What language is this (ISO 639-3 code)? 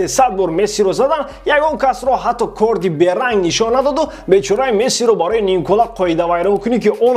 tgk